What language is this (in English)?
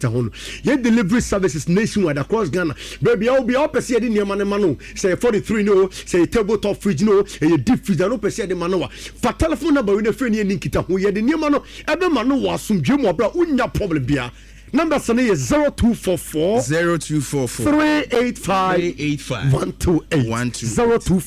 Akan